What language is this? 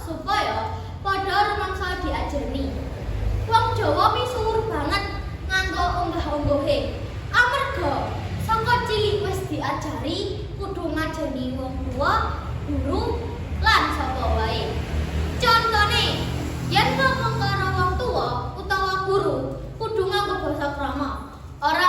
Javanese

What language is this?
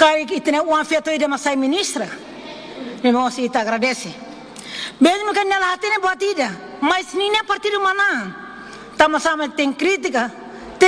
Tetum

